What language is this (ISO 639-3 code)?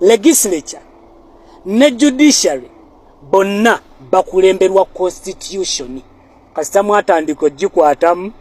lug